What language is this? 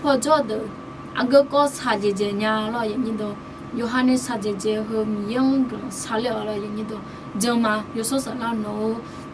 Akha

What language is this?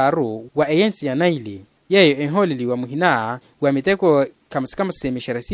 Makhuwa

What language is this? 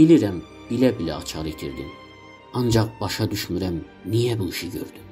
South Azerbaijani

